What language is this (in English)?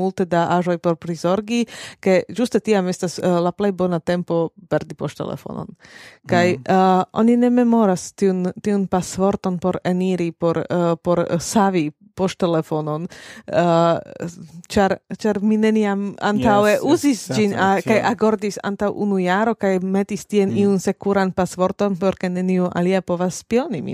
Esperanto